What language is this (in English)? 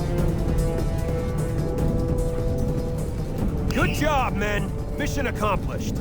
Bavarian